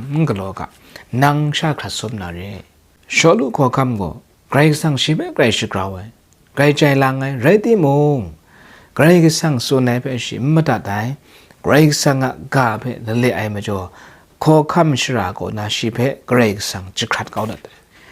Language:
Kachin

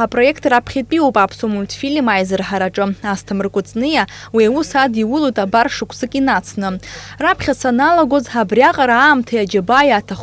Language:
Abkhazian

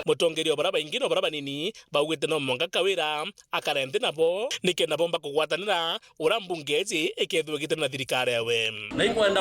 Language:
Meru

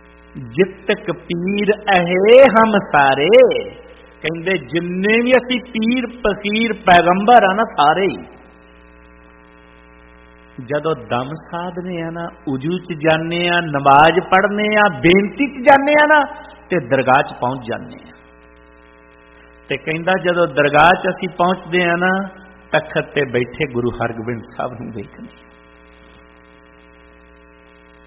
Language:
Punjabi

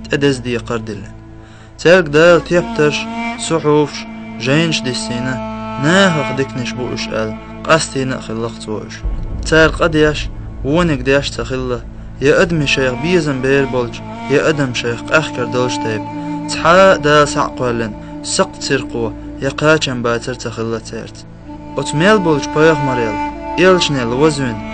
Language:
Chechen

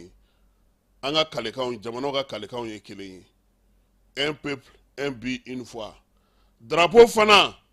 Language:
Bambara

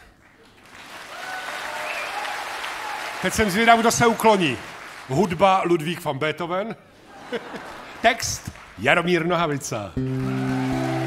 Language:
Czech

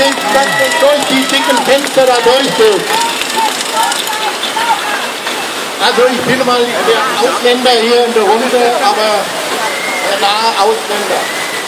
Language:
German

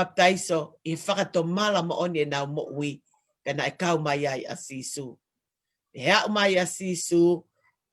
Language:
Tongan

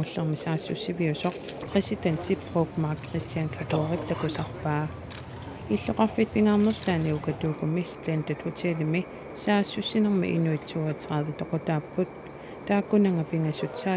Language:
Kalaallisut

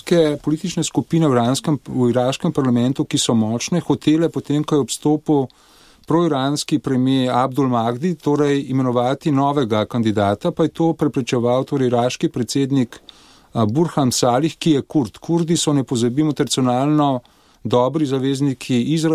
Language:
Slovenian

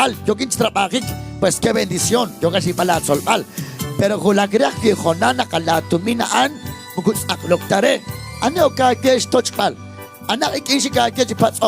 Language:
Kekchí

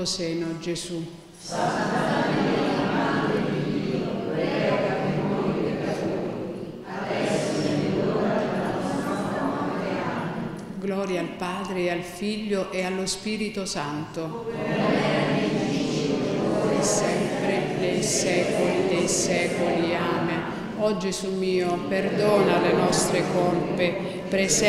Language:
Italian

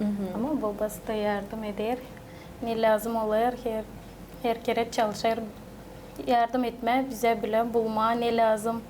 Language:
Gagauz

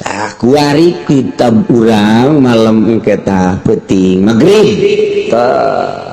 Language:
Sundanese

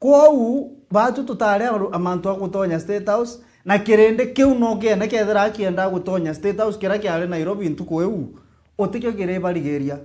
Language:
Meru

